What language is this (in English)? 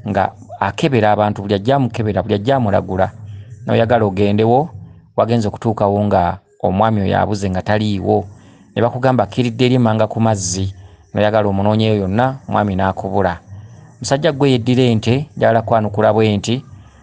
Ganda